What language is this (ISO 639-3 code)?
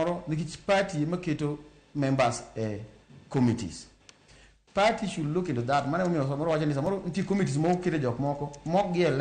luo